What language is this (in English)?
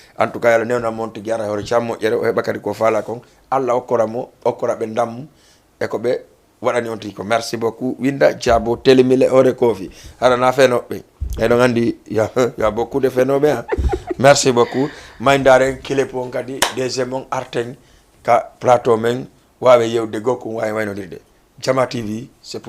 Fula